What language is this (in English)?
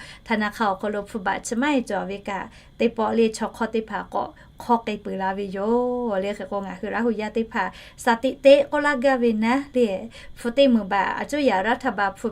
Lahu